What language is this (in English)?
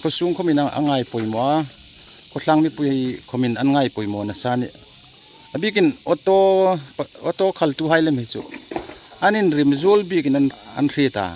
Hmar